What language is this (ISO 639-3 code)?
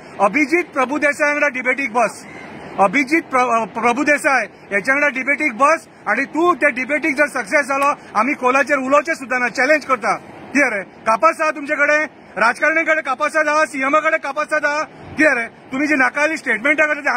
kok